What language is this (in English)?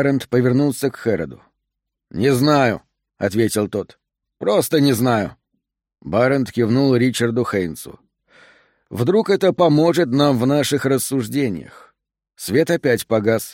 Russian